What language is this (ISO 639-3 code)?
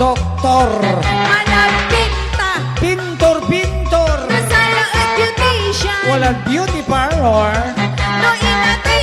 pag